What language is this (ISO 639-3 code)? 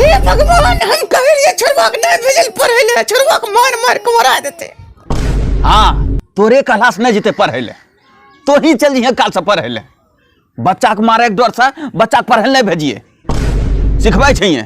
anp